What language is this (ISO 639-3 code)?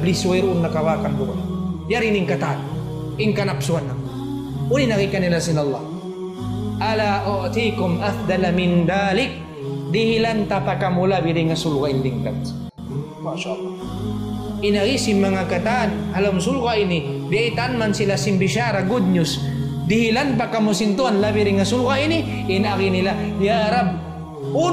tsg